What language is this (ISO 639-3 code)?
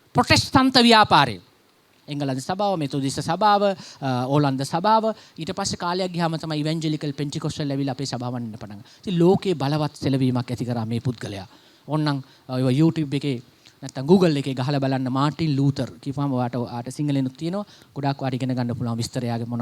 sin